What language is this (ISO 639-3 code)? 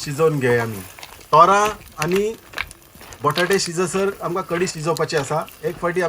kok